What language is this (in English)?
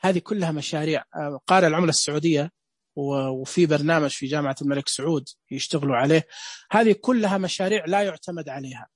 Najdi Arabic